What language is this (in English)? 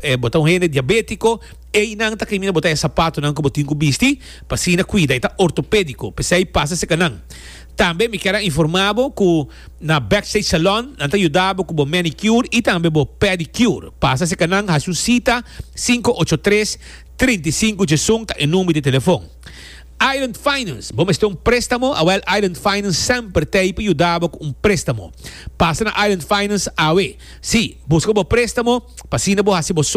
Papiamento